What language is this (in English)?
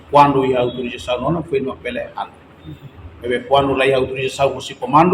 Tetum